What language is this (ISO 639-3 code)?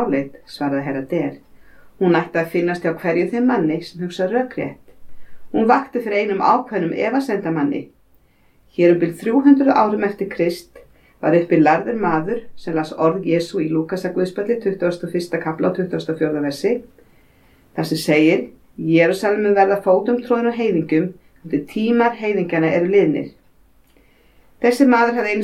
isl